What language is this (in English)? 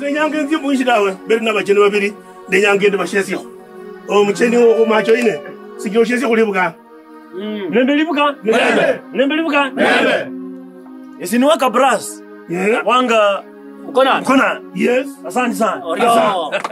Kabras